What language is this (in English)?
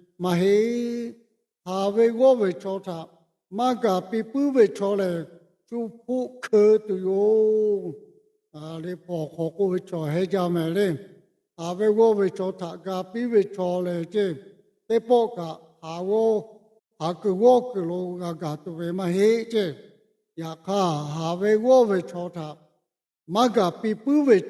Lahu